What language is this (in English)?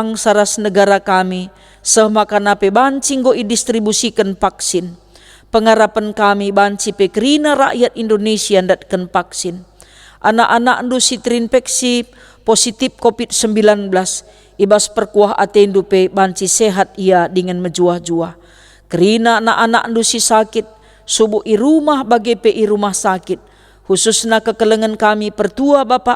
Batak Karo